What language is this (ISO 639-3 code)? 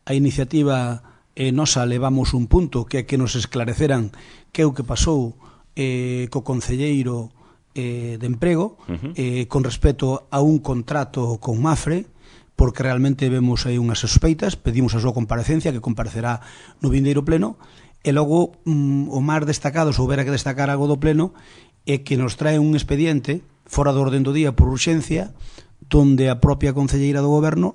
glg